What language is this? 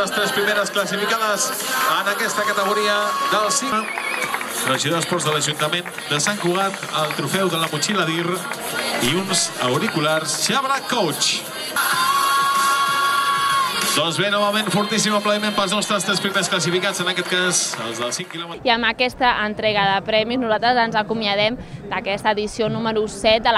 Catalan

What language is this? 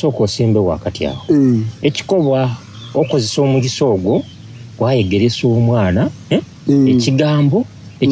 Soga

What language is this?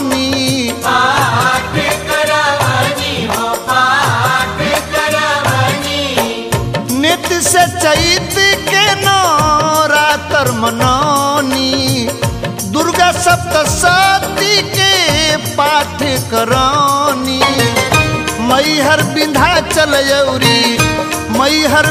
Bhojpuri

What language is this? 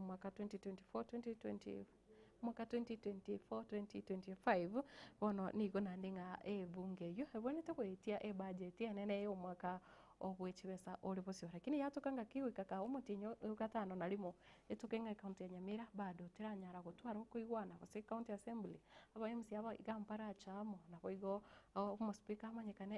Gusii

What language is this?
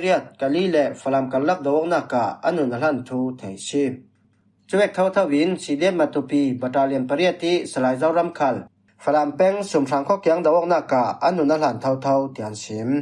Falam Chin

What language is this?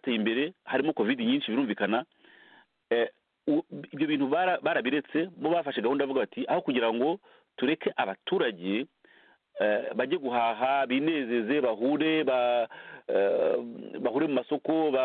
Kinyarwanda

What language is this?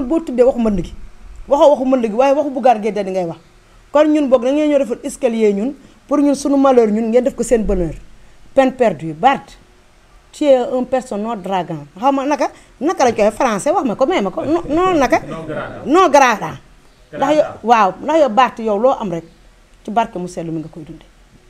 Wolof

